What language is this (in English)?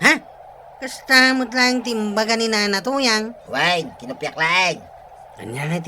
Iloko